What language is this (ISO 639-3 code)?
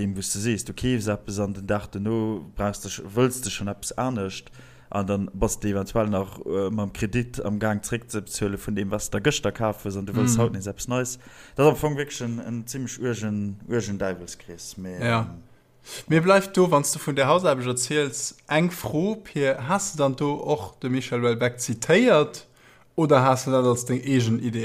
ltz